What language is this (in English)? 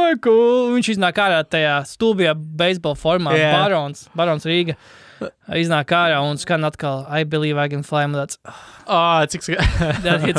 Latvian